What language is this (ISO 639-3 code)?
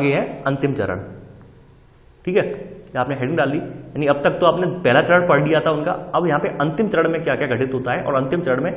hin